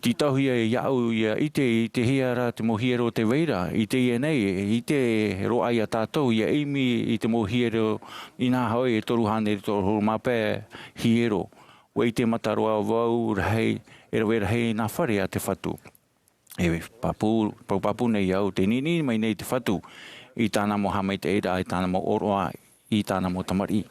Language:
Tahitian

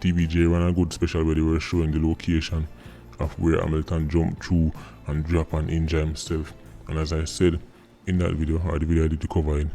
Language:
Jamaican Creole English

